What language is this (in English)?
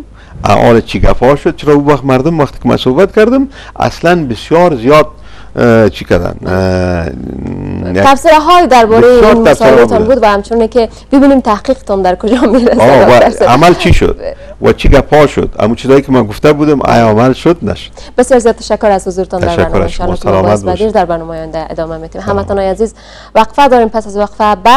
Persian